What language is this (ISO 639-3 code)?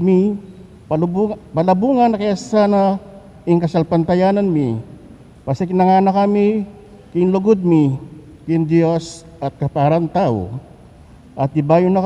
pam